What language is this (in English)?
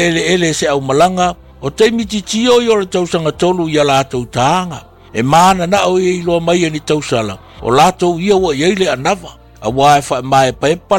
Samoan